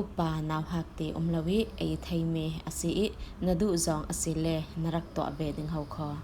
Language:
Falam Chin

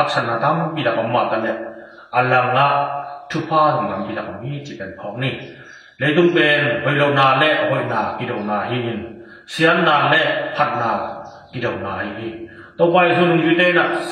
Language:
Tedim Chin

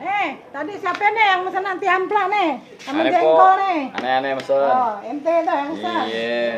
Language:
Betawi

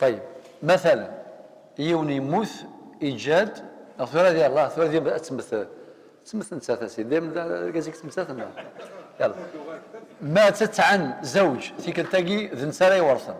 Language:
Kabyle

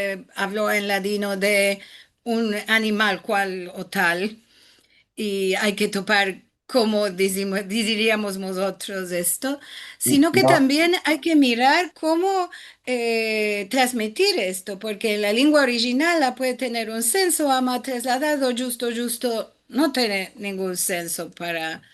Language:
Ladino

